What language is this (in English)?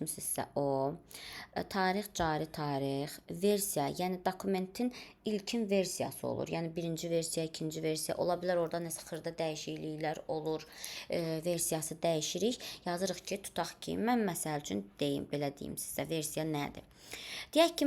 Azerbaijani